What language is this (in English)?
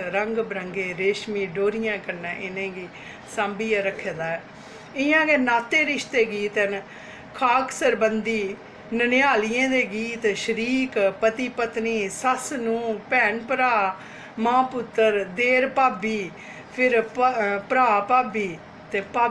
Dogri